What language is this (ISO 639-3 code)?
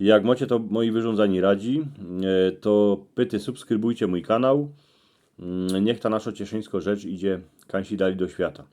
szl